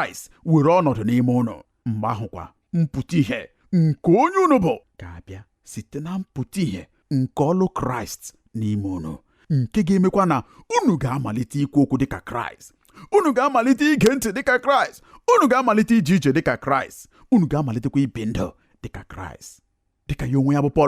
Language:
Igbo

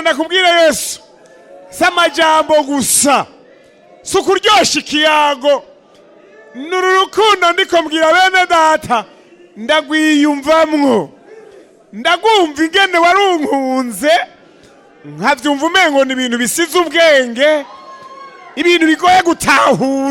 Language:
Rundi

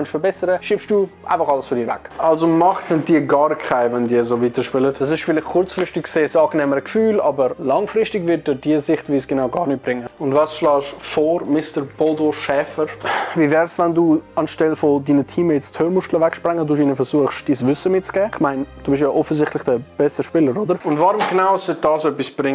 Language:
Swiss German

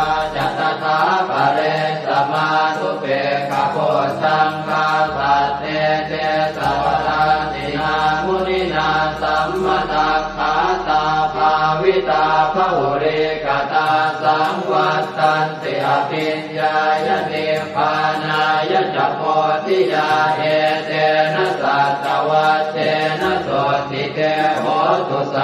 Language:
Pali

